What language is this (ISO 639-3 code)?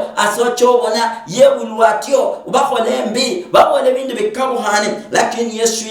luy